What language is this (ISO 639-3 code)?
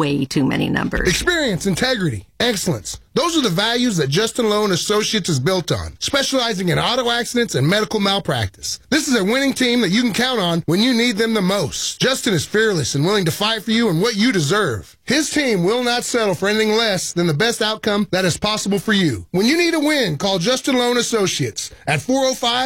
eng